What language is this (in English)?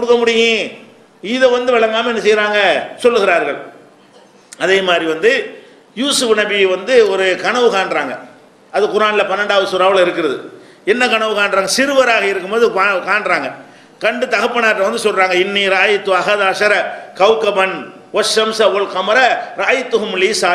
Tamil